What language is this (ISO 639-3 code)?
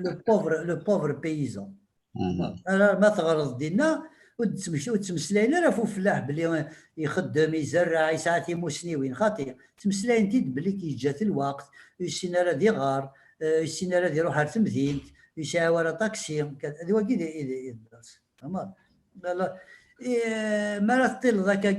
kab